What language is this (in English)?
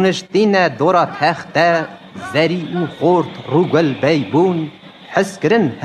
Kurdish